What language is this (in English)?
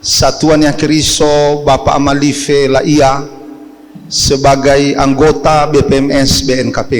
Nias